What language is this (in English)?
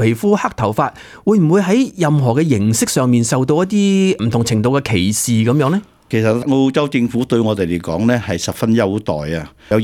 Cantonese